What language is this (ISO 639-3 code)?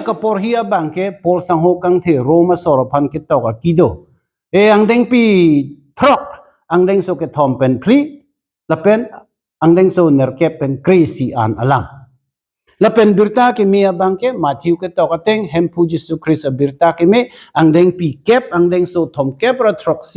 mjw